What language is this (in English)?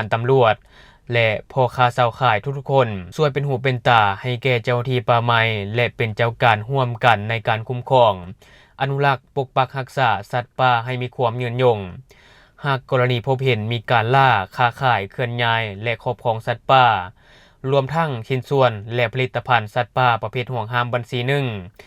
Lao